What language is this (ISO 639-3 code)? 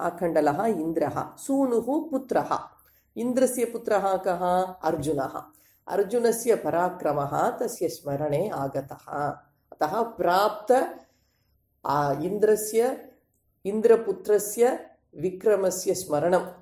san